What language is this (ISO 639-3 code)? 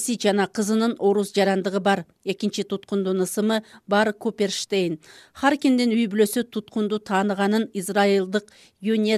kir